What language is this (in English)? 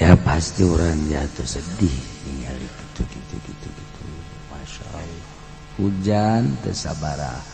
Sundanese